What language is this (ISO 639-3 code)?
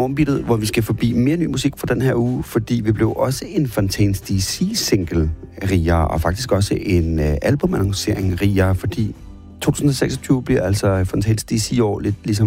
dan